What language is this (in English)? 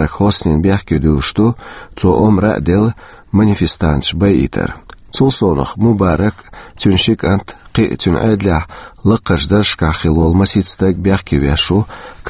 Chechen